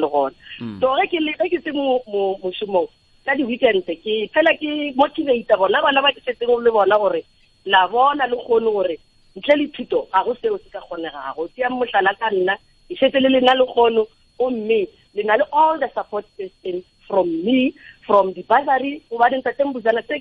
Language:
Northern Sotho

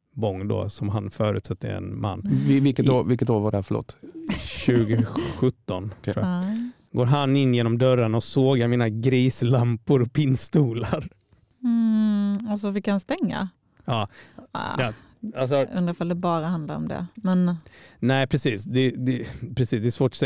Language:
Swedish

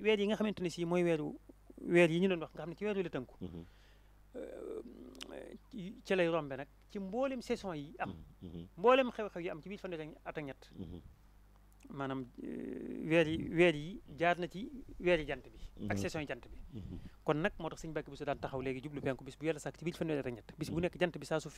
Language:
Wolof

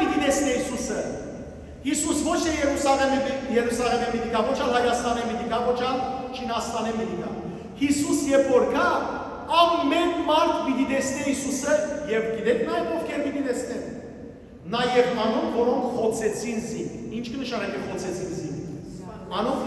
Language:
Western Armenian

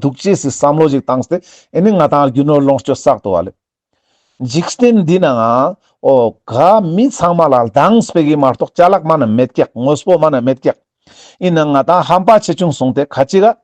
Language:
Ladakhi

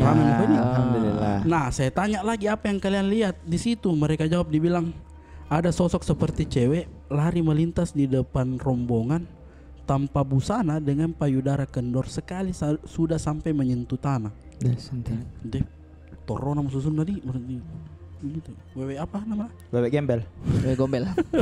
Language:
Makassar Malay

